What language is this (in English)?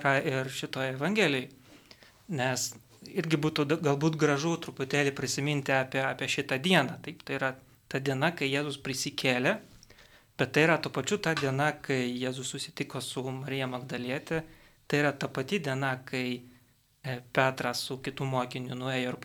Lithuanian